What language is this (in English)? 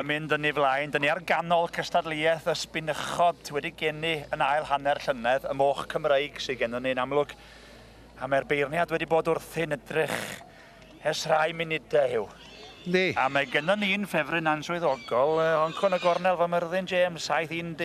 Welsh